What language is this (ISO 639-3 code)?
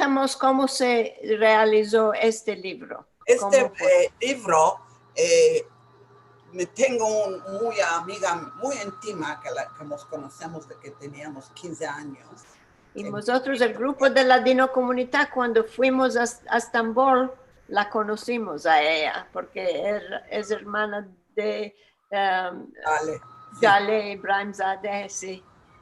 lad